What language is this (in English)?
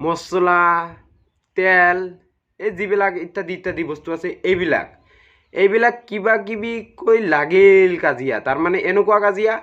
Assamese